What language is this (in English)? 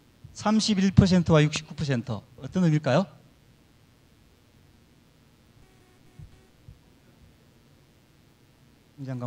Korean